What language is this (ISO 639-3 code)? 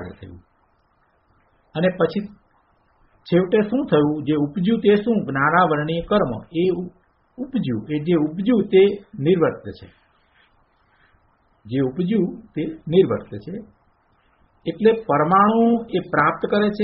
guj